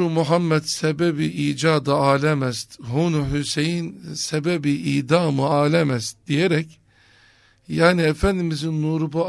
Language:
Turkish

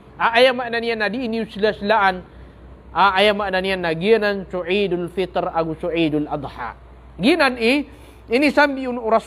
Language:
Maranao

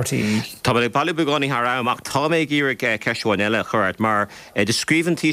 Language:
Irish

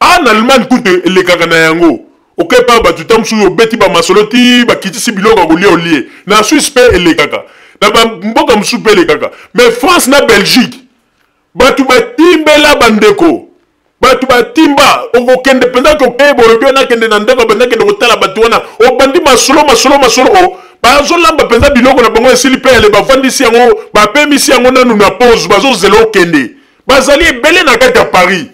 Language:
Lingala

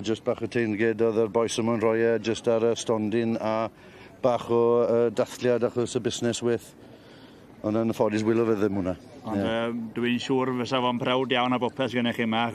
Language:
Welsh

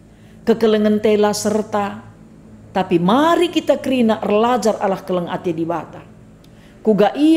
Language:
Batak Karo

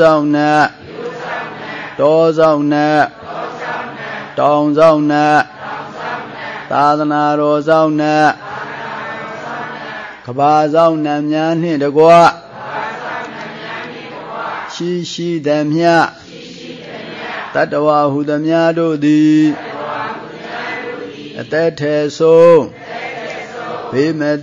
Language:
Burmese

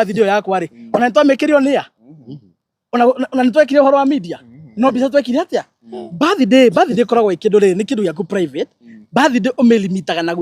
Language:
Kikuyu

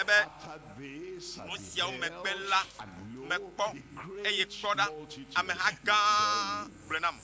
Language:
Ewe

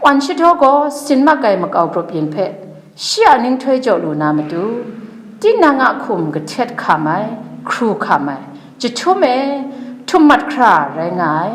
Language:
Kachin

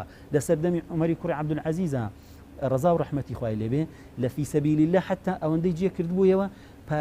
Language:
Central Kurdish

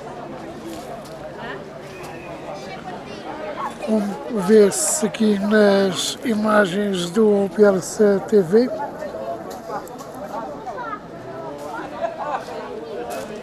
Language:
Portuguese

